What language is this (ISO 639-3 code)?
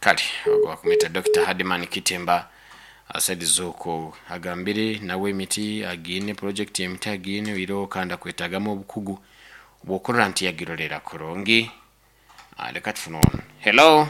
nyo